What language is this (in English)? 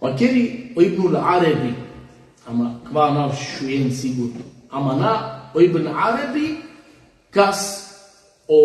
Balkan Romani